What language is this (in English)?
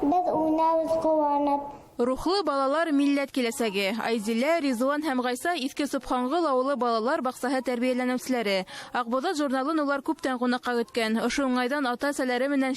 Bashkir